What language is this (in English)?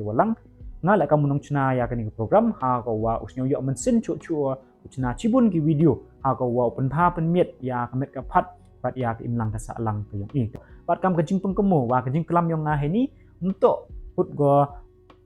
Pnar